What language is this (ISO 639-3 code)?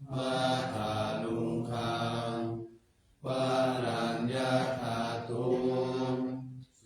pli